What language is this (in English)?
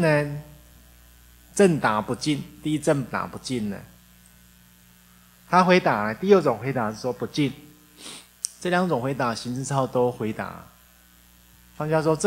Chinese